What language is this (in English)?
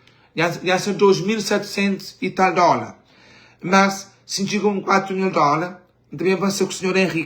Kabuverdianu